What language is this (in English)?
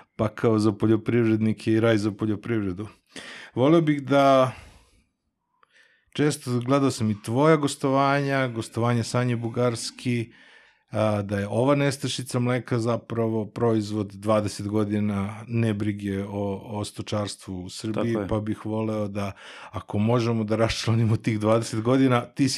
Serbian